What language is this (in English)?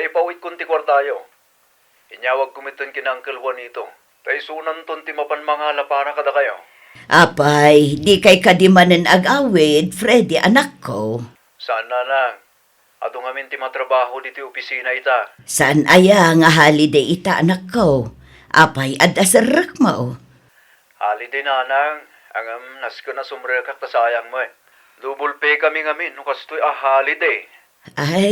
Iloko